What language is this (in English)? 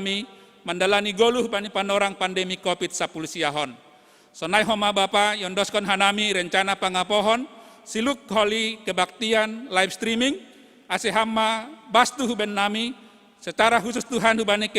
Batak Simalungun